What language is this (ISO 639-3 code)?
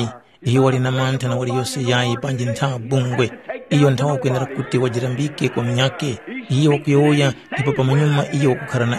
tum